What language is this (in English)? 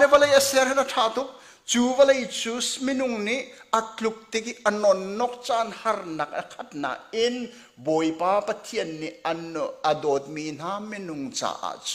Hakha Chin